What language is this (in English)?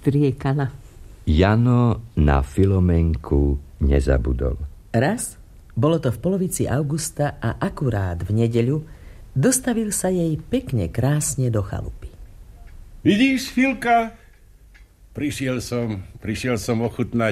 Slovak